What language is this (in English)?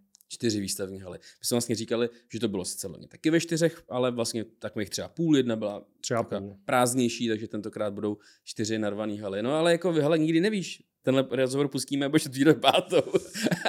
Czech